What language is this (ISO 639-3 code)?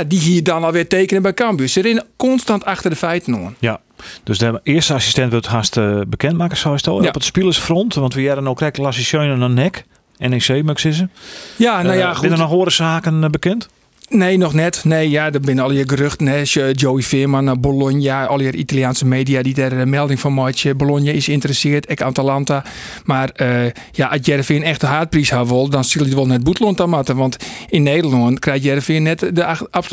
fry